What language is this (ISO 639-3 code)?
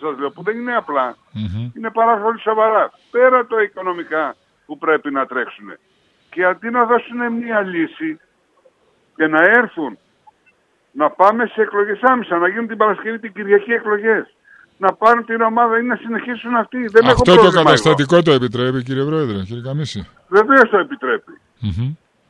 ell